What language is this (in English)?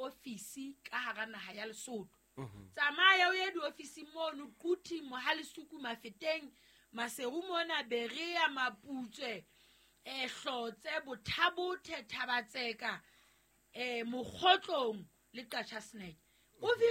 Southern Sotho